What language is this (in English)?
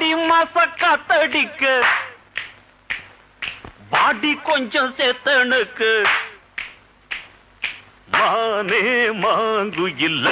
Tamil